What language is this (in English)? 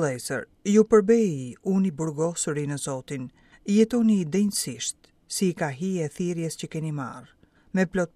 Albanian